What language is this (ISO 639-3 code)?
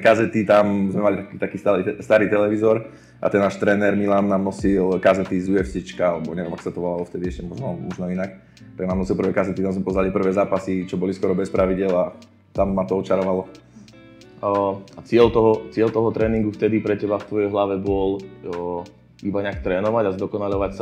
slk